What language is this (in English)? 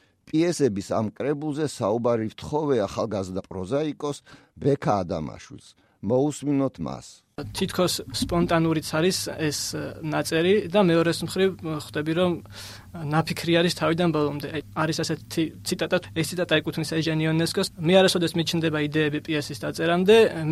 Georgian